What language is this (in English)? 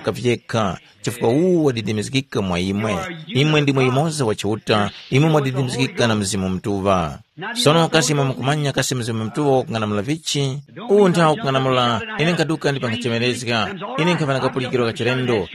Tumbuka